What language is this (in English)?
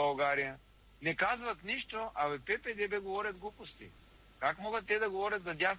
Bulgarian